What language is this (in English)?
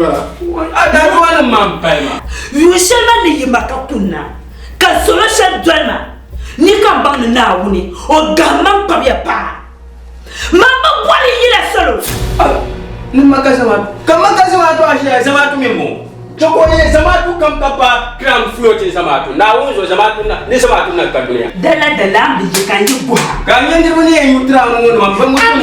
Dagbani